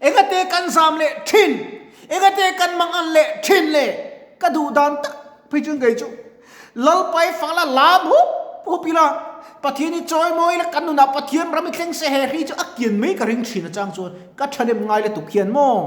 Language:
Mizo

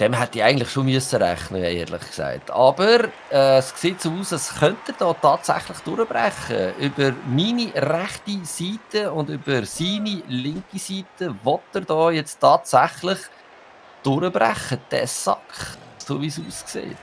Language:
Swiss German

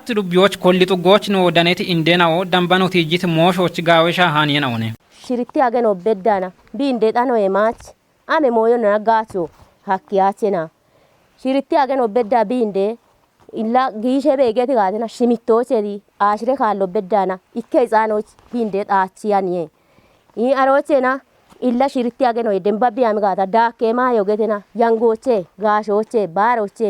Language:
Kafa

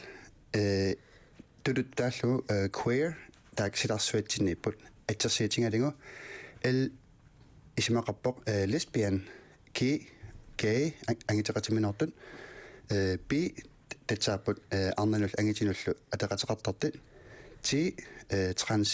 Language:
Kalaallisut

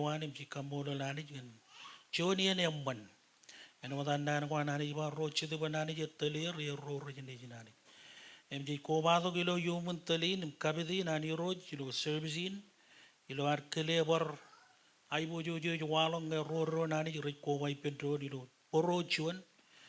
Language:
Marshallese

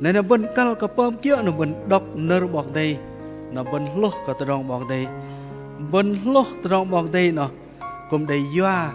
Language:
Bahnar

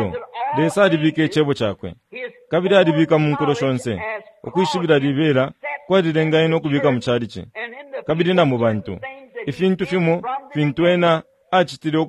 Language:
Bemba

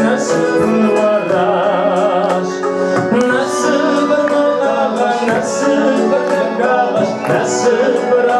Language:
Kabardian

